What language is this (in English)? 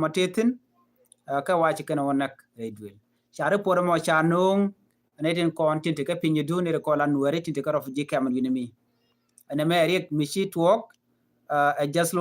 Nuer